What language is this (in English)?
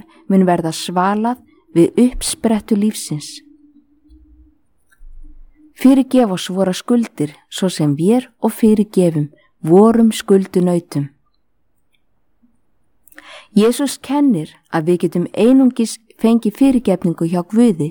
Icelandic